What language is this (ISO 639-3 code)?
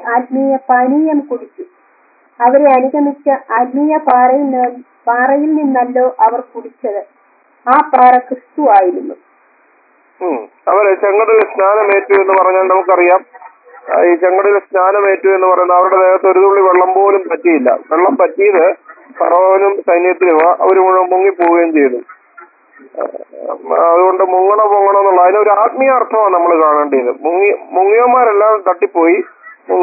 mal